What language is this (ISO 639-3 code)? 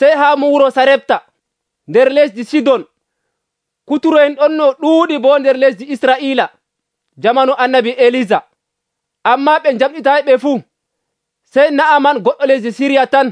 fuv